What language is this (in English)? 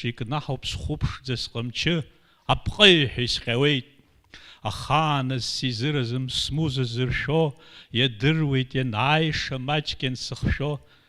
Abkhazian